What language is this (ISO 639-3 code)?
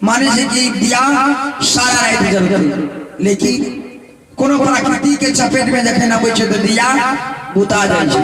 mai